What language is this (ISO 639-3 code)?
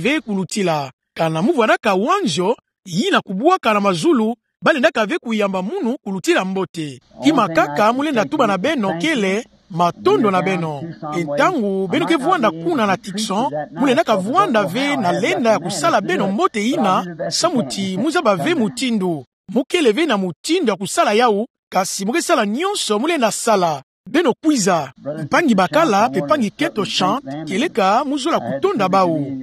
ktu